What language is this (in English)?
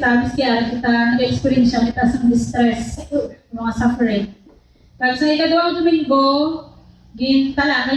Hiligaynon